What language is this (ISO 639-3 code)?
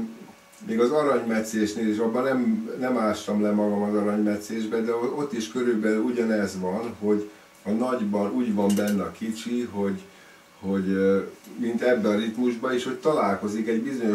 hun